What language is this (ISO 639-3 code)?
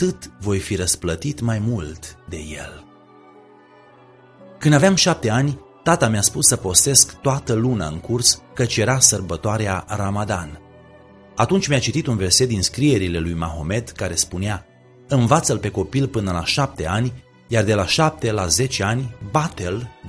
ron